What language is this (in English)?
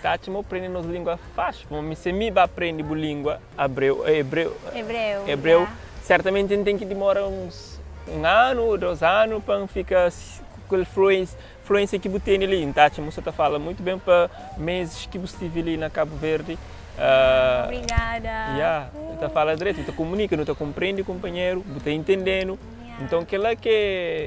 Kabuverdianu